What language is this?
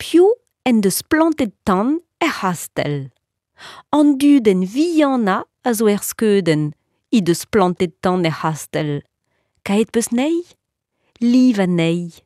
Breton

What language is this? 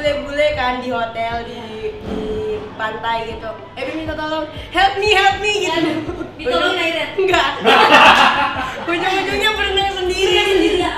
Indonesian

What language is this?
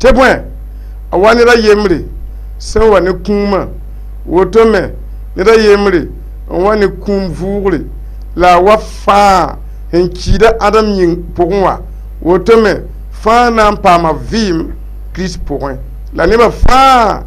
Mossi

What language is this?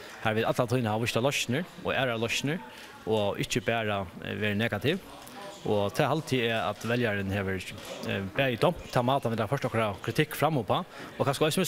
Faroese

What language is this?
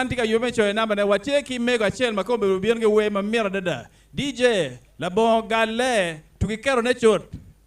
Acoli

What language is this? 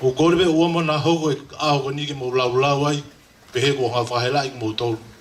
Tongan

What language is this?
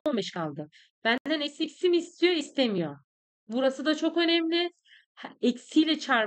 Turkish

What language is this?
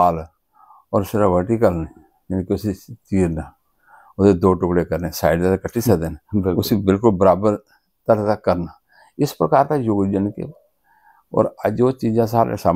Dogri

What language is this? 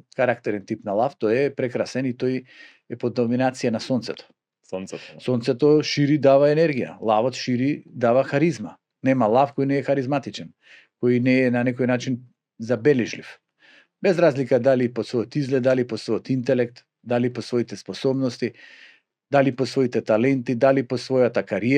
Macedonian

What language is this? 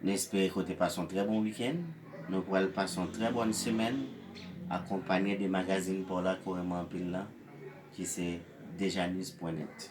Haitian Creole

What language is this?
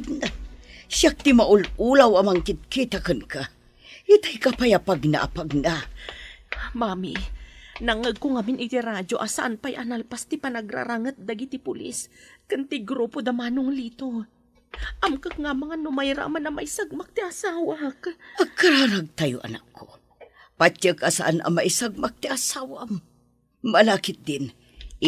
Iloko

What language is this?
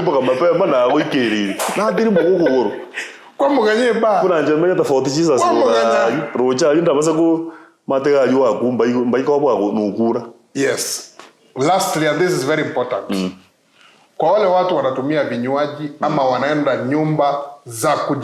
Gusii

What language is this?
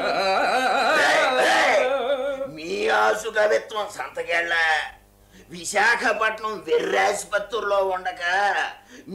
Telugu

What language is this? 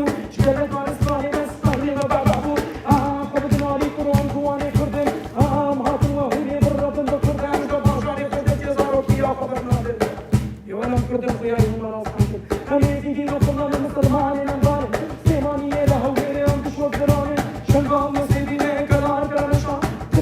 Kurdish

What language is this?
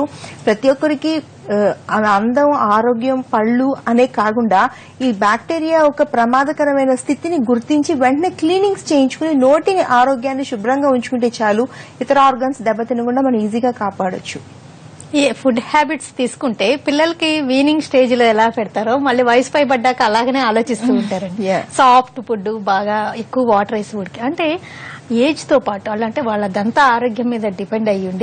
Telugu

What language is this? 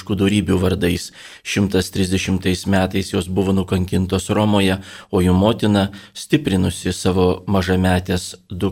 Lithuanian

